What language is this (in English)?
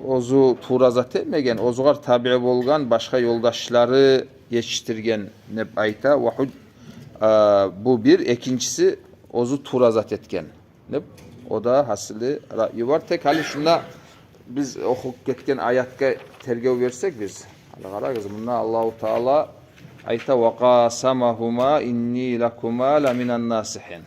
Kumyk